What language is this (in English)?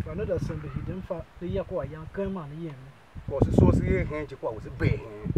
Tiv